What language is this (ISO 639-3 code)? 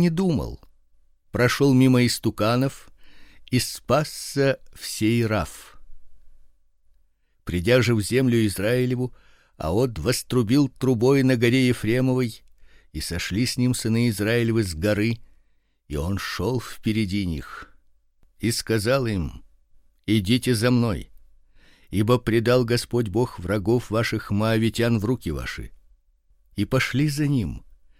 rus